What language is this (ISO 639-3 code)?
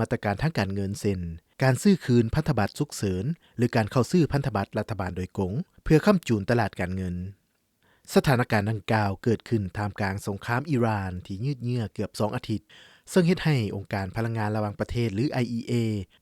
lao